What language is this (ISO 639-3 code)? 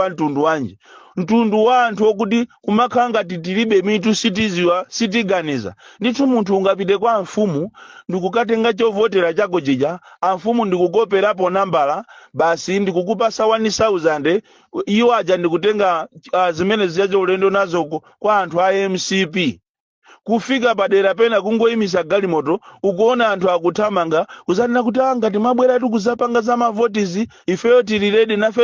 nya